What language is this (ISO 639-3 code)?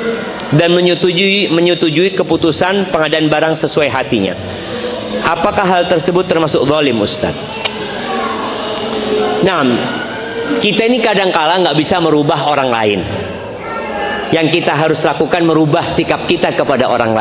ind